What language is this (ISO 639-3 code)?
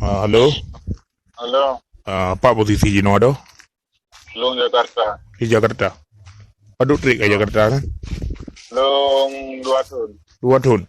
ace